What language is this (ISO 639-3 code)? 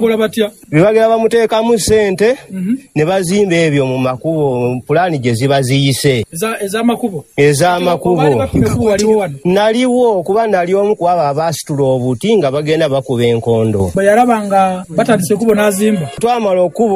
lug